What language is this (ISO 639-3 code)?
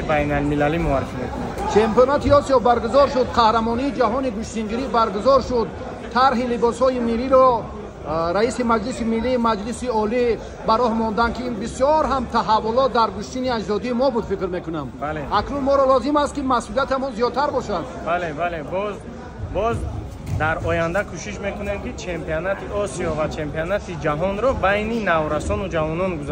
tgk